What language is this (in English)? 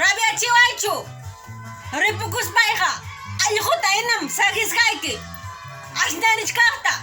Ayacucho Quechua